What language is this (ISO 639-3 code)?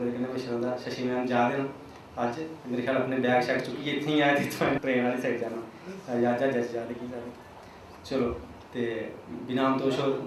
doi